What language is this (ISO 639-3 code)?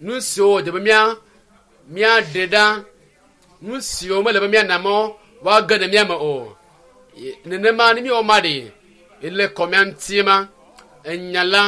ewe